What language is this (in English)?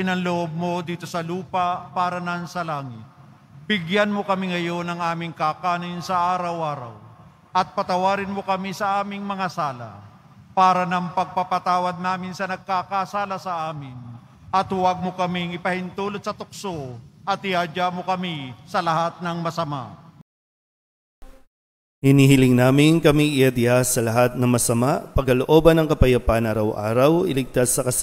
Filipino